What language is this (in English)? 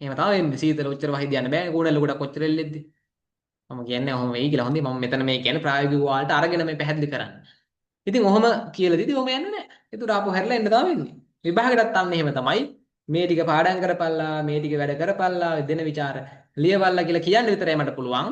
Sinhala